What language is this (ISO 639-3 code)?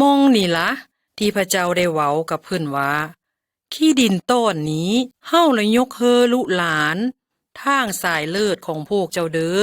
lao